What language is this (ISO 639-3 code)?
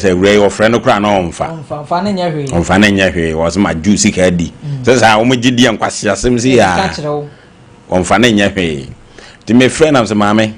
aka